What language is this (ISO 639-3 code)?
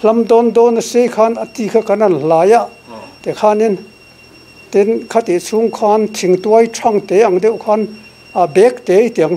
lus